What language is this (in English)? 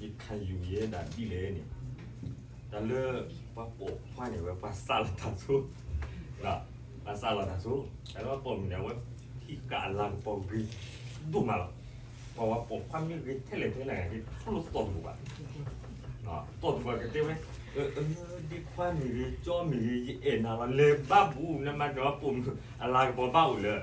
S'gaw Karen